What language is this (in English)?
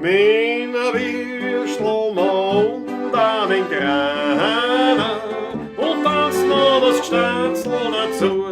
Bavarian